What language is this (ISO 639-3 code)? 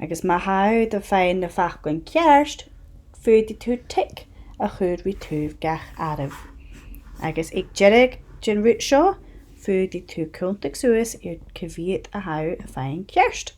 gla